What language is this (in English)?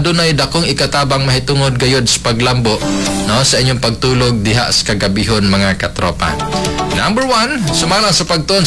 Cebuano